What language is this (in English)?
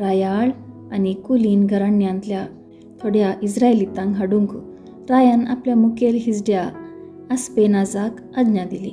Konkani